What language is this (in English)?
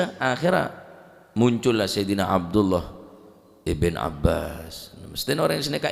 Madurese